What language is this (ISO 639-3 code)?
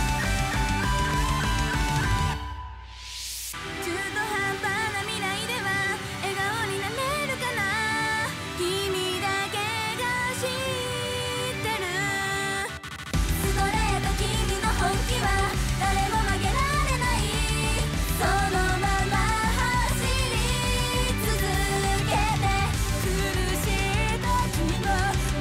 jpn